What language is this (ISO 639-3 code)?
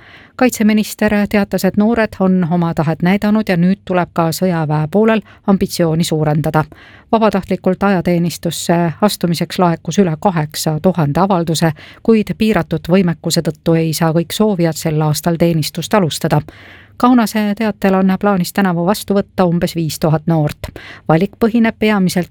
est